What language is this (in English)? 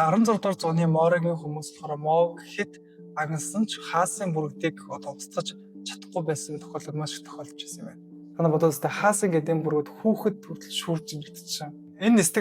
Mongolian